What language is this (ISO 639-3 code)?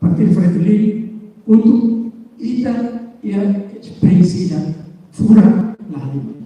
tet